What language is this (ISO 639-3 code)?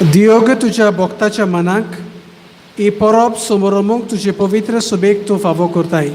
kok